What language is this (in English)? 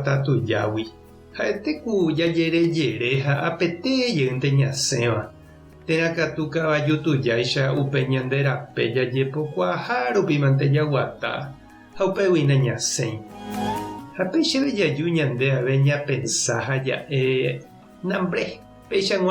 Guarani